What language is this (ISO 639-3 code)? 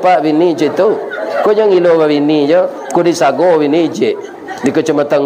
min